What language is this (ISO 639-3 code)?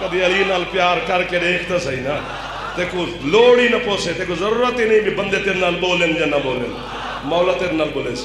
skr